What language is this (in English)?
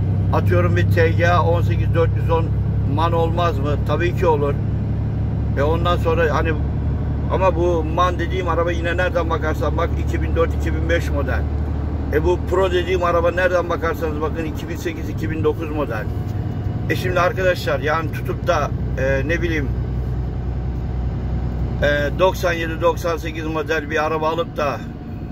Turkish